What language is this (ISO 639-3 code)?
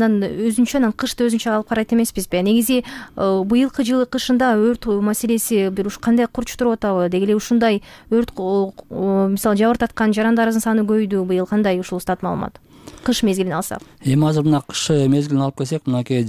kir